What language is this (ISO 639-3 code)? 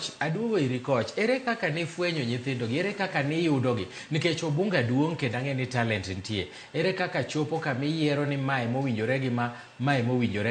luo